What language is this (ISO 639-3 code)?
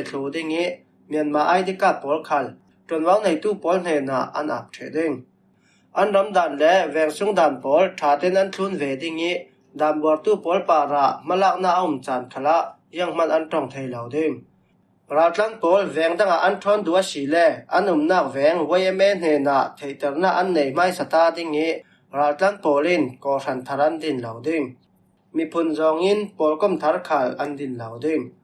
cfm